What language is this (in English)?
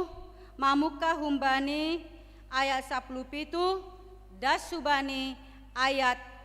Batak Simalungun